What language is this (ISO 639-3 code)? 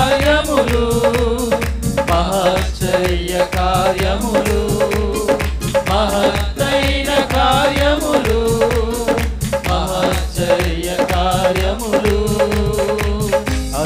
tel